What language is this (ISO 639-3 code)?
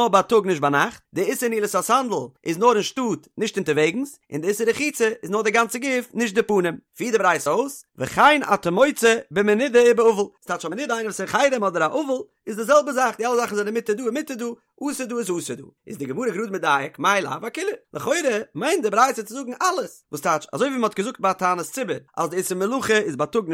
yid